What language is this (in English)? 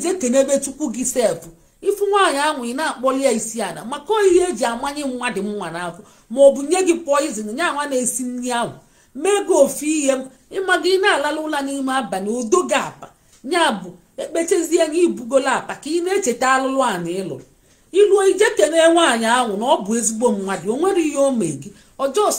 Igbo